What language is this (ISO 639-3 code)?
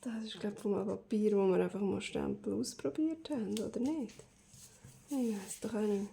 gsw